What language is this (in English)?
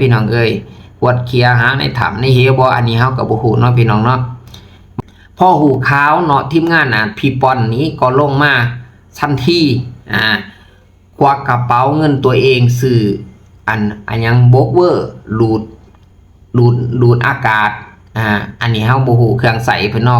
Lao